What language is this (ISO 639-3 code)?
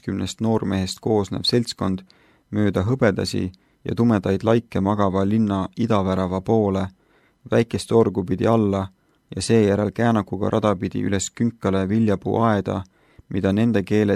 est